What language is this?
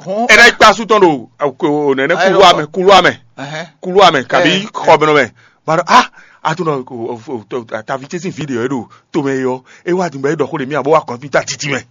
Fon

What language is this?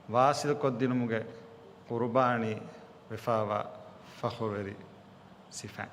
Divehi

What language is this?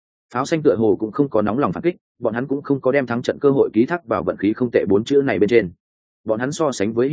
Vietnamese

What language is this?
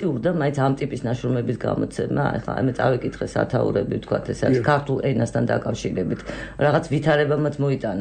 Georgian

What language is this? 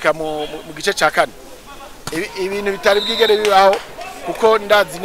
Rundi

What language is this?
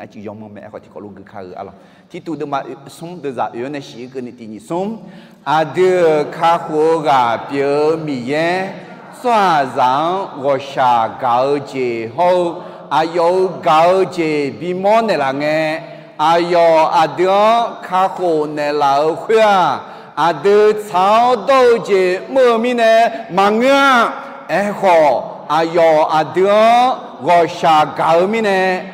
Akha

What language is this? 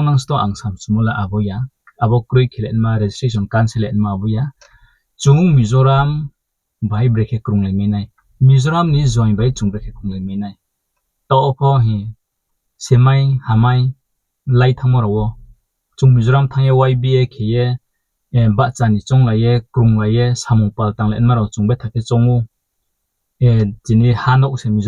Riang (India)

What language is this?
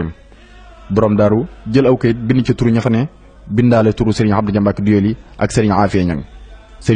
Wolof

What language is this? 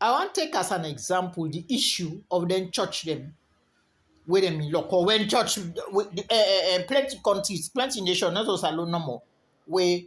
Krio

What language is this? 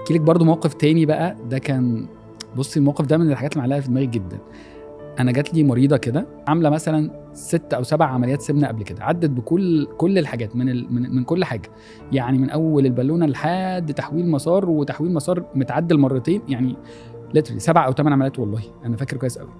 Egyptian Arabic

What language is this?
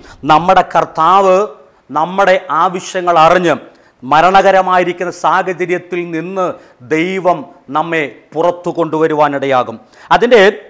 Malayalam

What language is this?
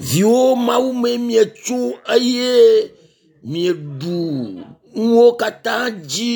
Ewe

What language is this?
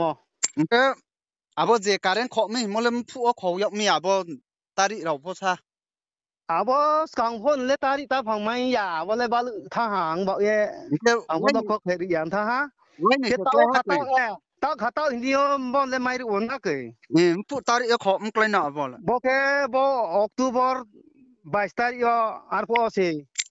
Riang (India)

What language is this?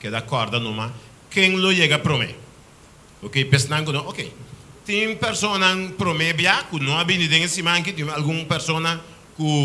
Papiamento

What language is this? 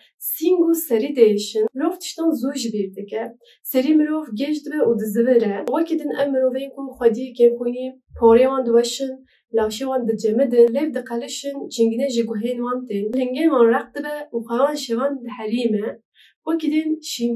Kurdish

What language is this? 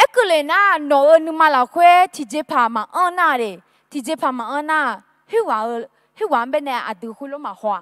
Akha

